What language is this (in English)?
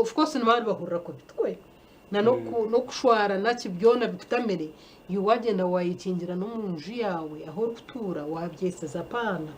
Nyankole